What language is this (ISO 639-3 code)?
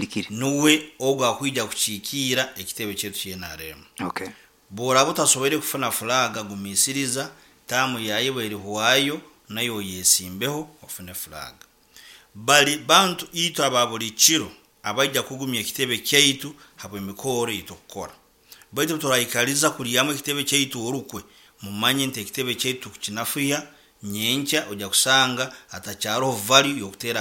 nyo